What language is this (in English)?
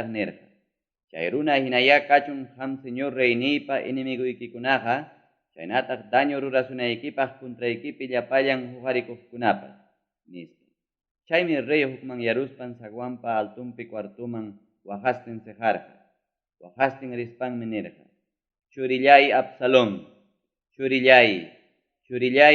Ayacucho Quechua